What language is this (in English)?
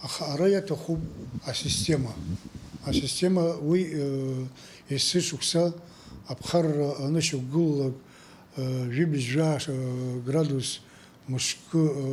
Abkhazian